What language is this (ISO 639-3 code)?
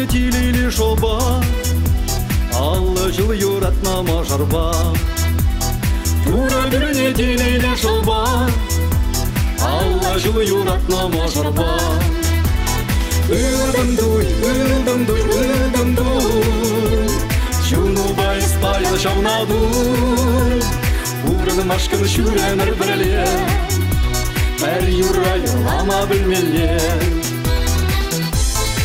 chv